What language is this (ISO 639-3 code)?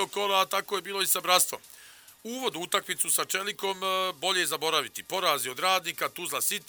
bos